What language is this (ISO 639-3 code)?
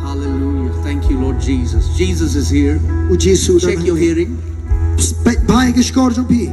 kha